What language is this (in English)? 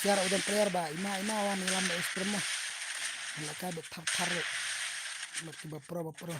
Khasi